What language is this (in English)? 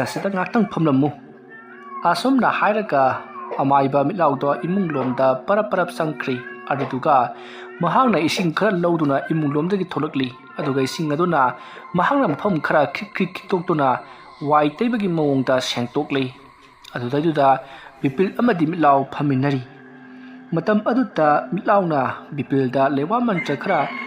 Manipuri